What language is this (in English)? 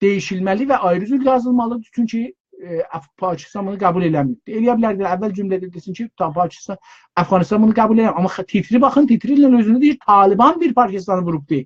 South Azerbaijani